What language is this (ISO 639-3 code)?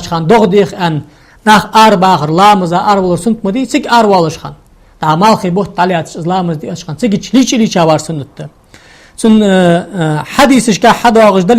inh